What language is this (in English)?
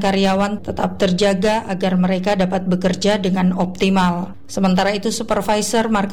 Indonesian